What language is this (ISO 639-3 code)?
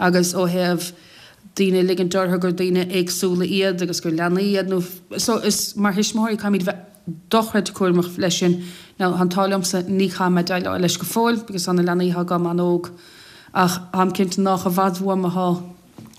gle